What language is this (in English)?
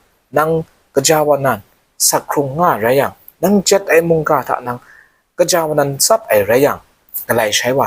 Kachin